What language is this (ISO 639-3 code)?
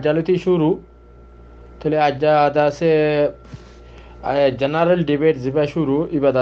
rhg